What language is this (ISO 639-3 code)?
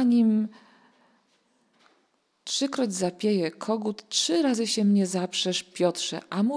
pol